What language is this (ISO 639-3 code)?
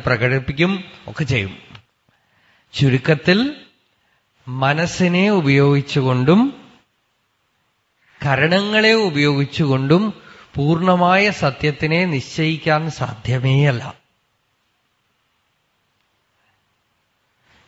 mal